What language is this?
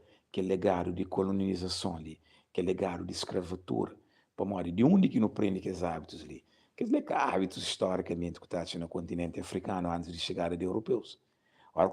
Kabuverdianu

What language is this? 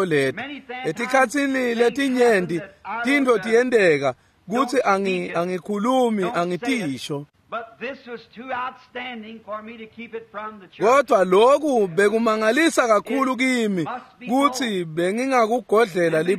Swati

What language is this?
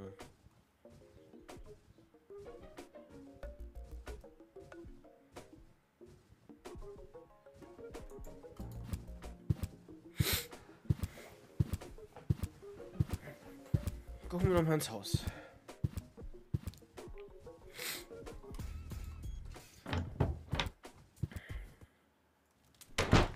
German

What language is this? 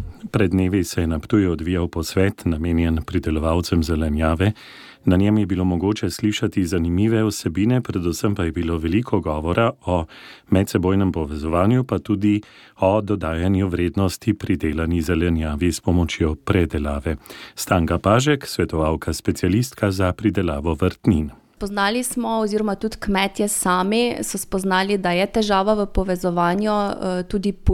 Slovenian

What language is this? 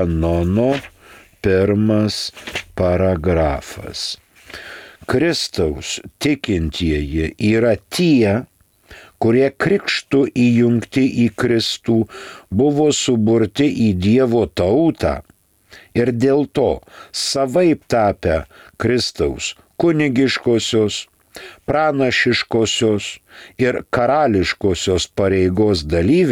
Lithuanian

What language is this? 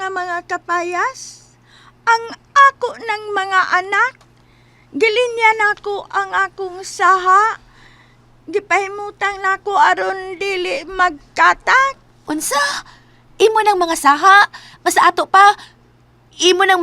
Cebuano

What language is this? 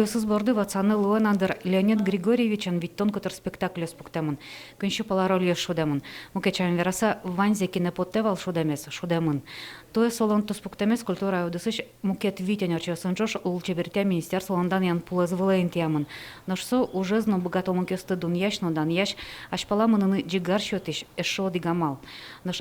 Udmurt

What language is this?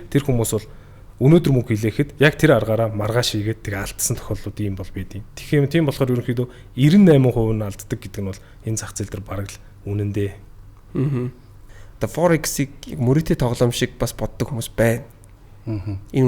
Mongolian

